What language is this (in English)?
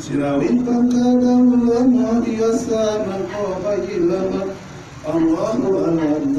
Minangkabau